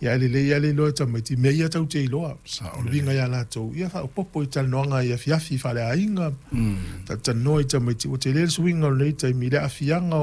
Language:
Samoan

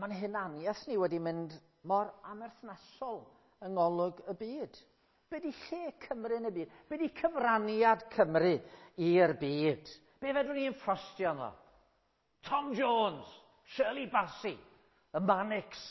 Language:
Welsh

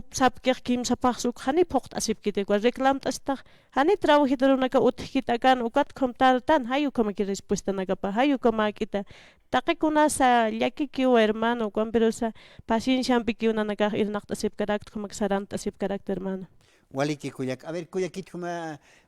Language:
Aymara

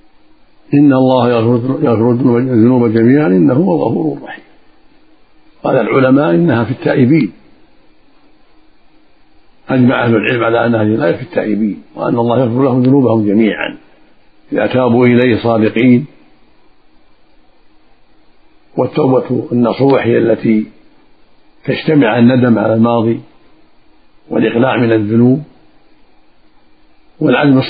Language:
Arabic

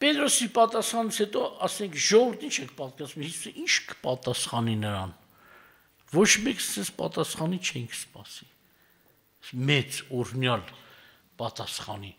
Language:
Armenian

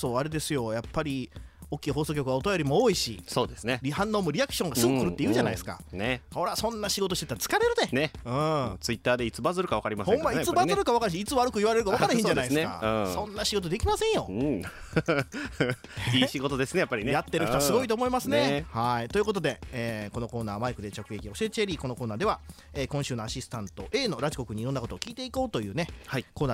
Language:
Japanese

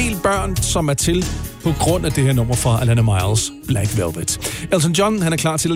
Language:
Danish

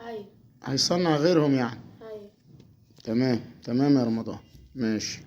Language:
Egyptian Arabic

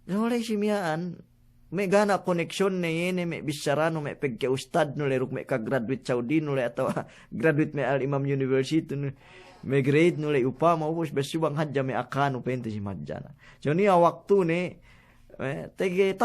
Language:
Yakan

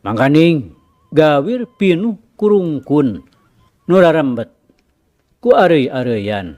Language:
Sundanese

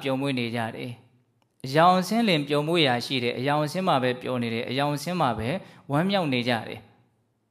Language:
Burmese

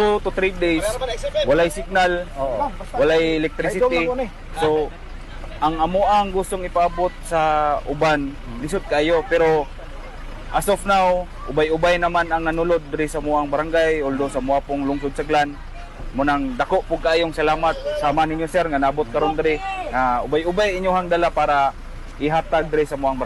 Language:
Cebuano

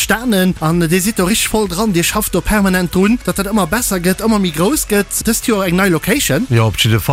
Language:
Luxembourgish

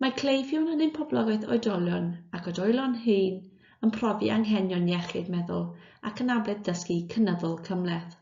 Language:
Welsh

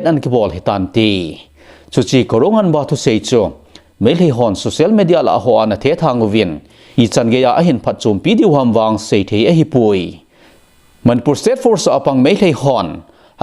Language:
Thado Chin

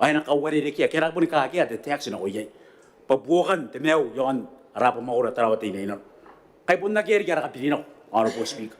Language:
Gilbertese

